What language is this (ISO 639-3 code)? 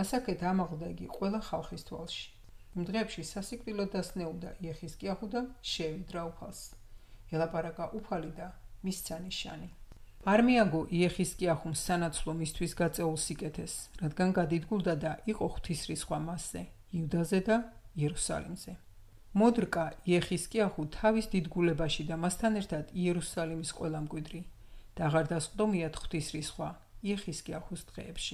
kat